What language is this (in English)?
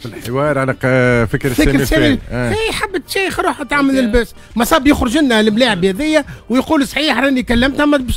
Tunisian Arabic